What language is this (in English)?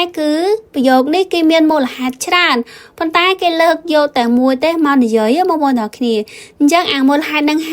Khmer